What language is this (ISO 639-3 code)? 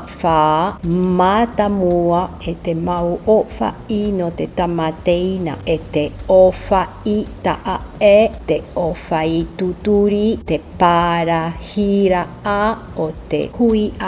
tah